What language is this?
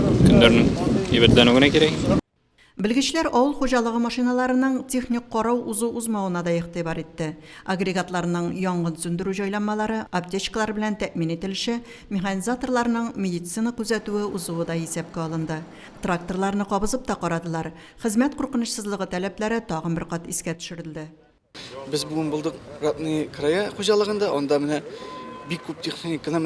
Tatar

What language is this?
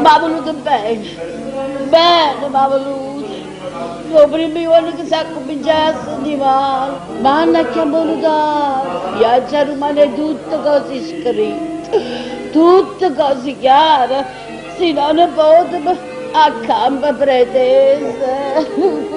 Neapolitan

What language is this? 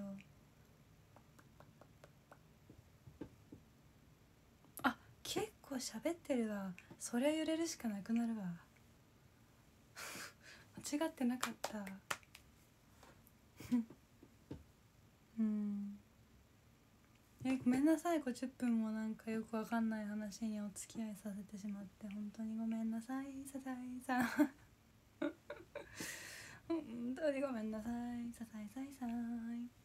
Japanese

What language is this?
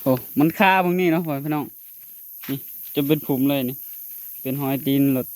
Northeastern Thai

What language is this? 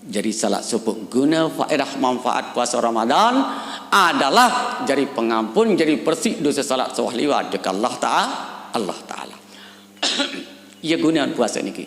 Sasak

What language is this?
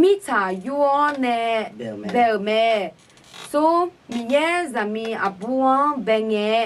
Akha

